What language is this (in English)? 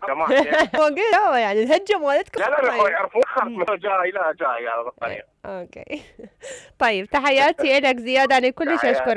Mesopotamian Arabic